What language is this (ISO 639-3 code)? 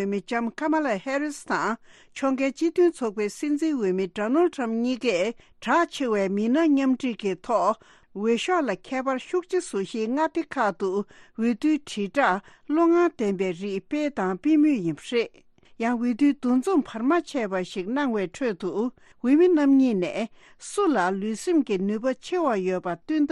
bod